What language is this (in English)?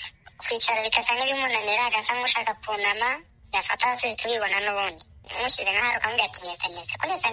Kinyarwanda